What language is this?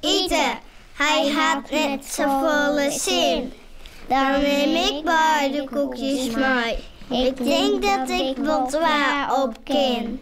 Western Frisian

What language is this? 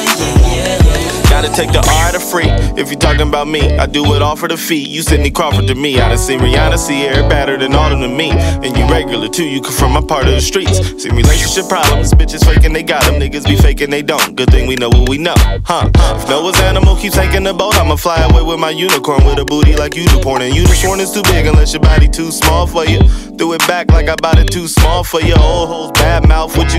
English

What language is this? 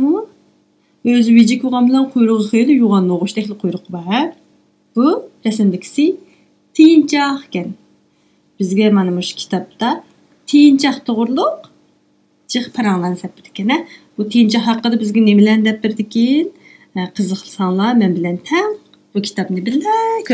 Uyghur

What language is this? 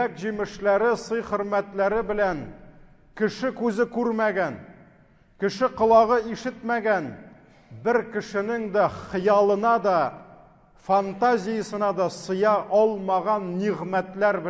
Tatar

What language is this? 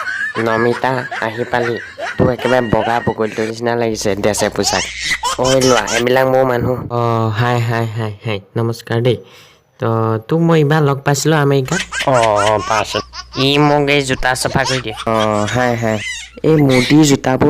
Assamese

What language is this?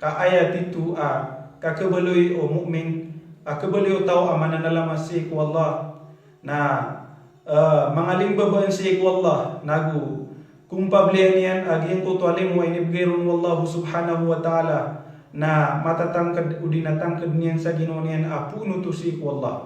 Maranao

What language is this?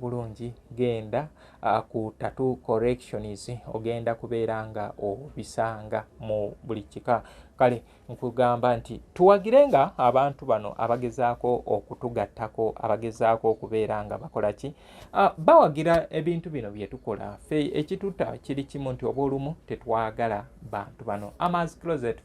Ganda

